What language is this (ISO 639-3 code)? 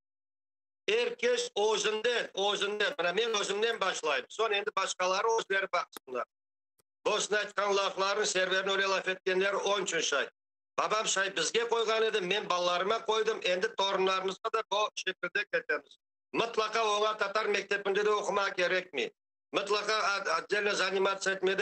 crh